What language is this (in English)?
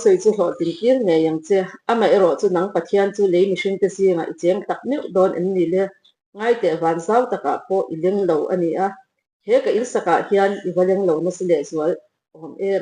Mizo